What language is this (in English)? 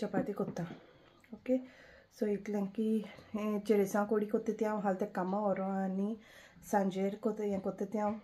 Konkani